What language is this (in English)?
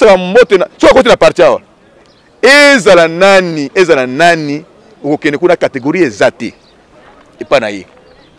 Lingala